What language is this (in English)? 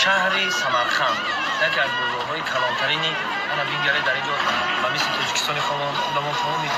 Tajik